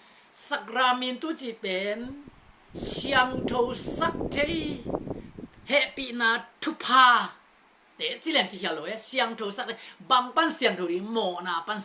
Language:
Tedim Chin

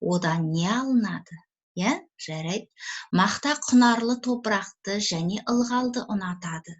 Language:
Kazakh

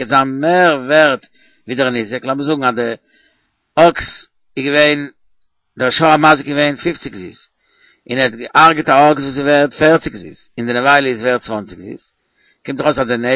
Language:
Yiddish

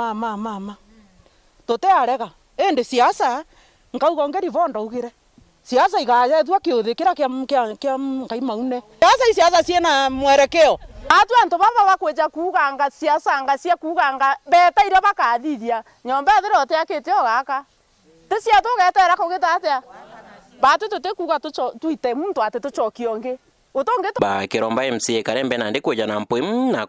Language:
Meru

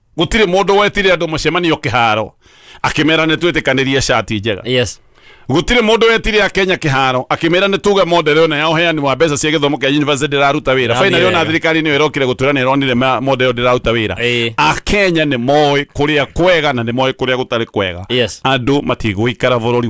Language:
Kikuyu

